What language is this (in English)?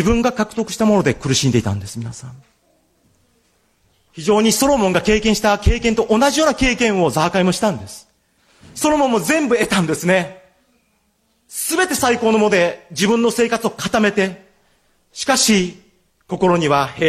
Japanese